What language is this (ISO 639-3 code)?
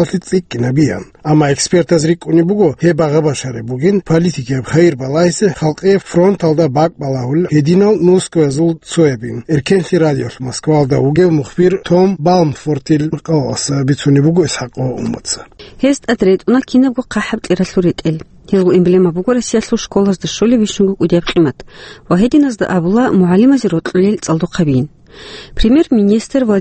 ava